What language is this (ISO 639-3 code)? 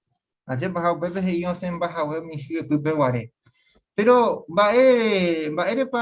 grn